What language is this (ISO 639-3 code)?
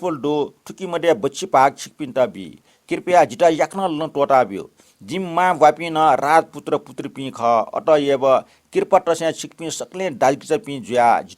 new